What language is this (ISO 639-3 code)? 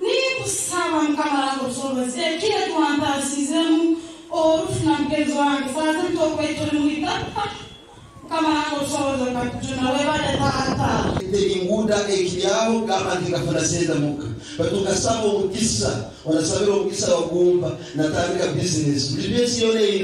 nyn